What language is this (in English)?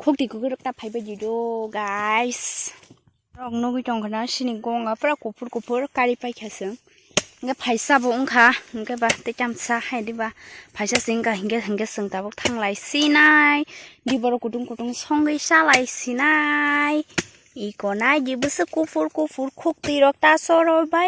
Kok Borok